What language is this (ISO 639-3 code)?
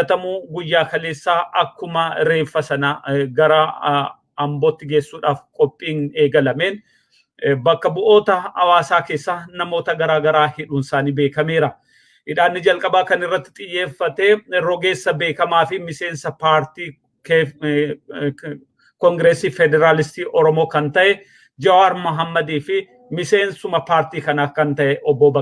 orm